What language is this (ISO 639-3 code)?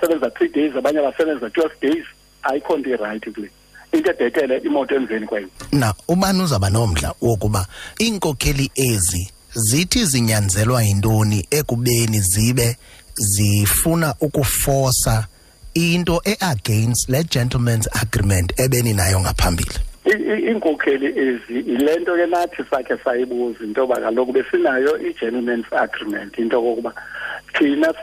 xho